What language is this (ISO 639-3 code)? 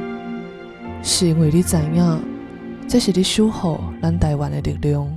nan